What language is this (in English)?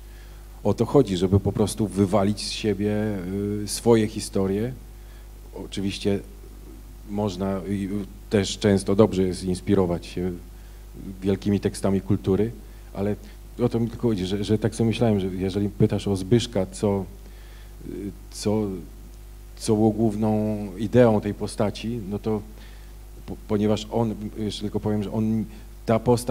Polish